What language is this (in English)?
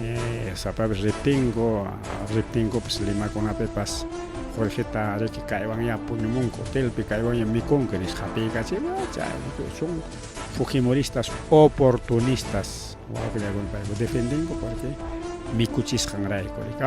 Ayacucho Quechua